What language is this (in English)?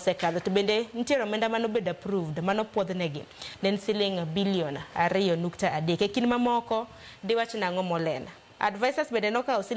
Luo (Kenya and Tanzania)